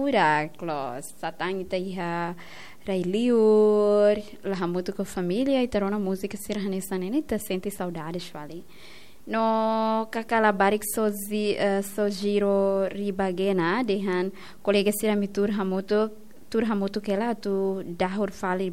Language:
Tetum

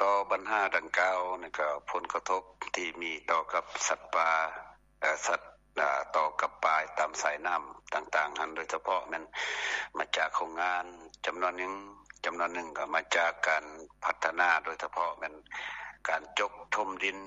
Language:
Lao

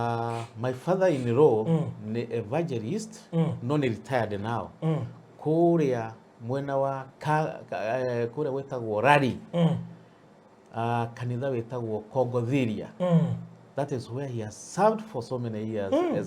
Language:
Kikuyu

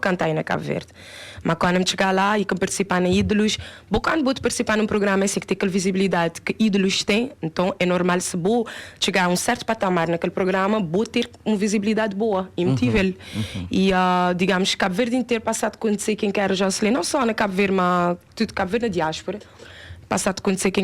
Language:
Kabuverdianu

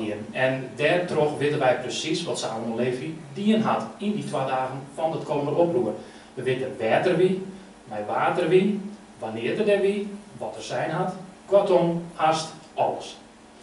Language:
Dutch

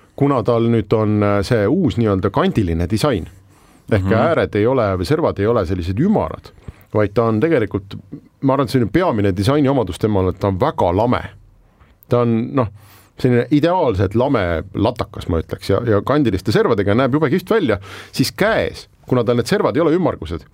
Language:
Estonian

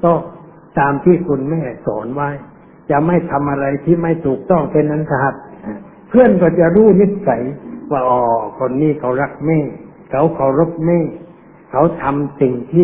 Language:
Thai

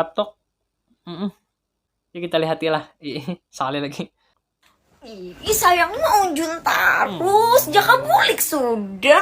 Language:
Banjar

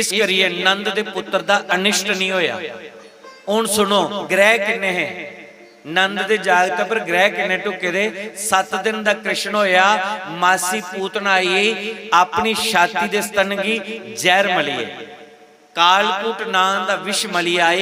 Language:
Dogri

